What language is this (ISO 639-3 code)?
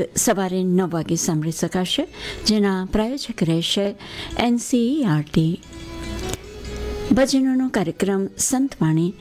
guj